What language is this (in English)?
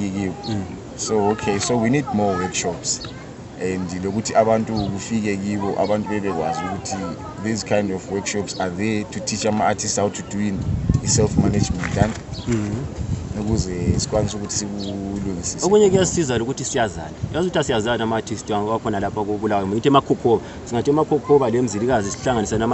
North Ndebele